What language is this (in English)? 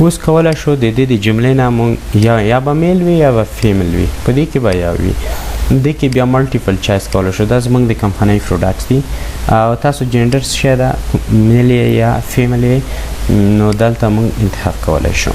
Pashto